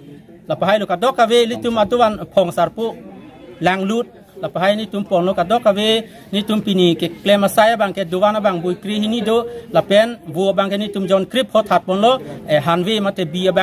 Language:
Karbi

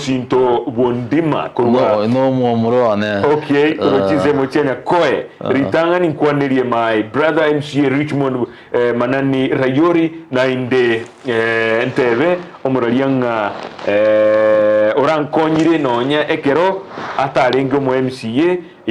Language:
Gusii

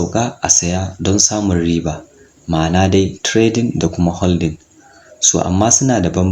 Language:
Hausa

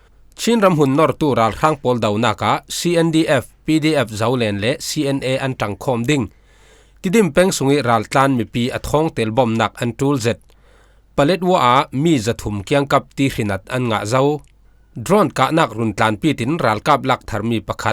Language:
Falam Chin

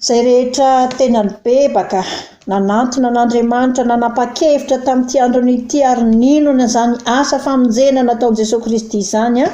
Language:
Malagasy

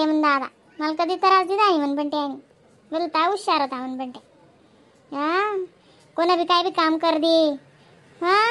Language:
Khandesi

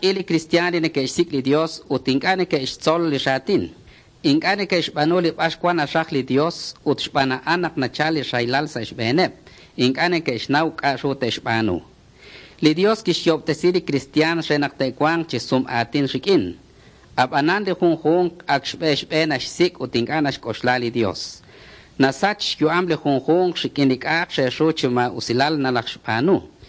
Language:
Kekchí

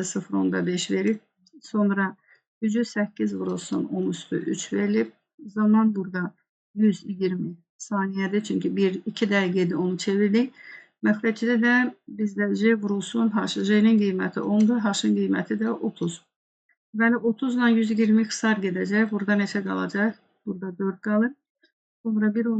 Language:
Azerbaijani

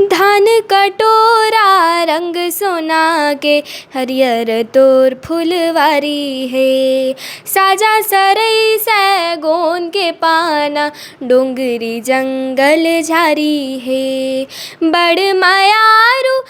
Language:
Chhattisgarhi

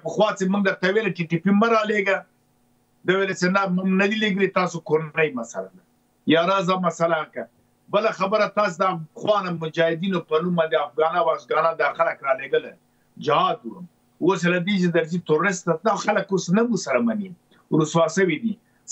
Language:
Pashto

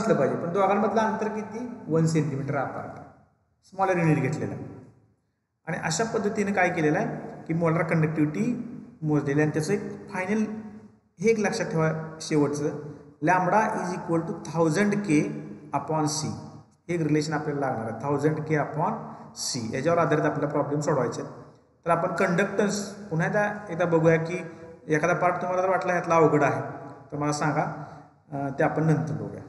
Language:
Marathi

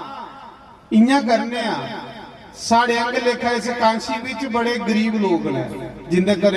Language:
Dogri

